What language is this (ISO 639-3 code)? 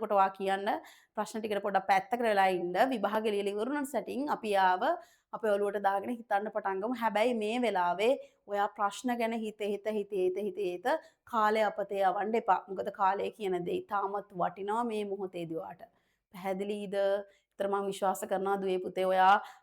sin